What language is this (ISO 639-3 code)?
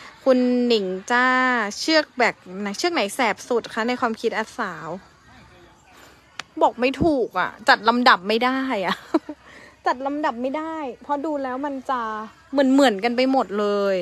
tha